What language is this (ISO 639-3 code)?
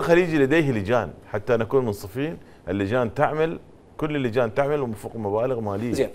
acm